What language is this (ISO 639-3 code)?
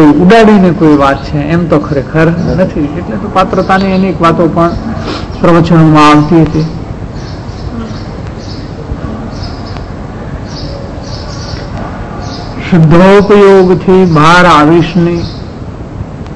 guj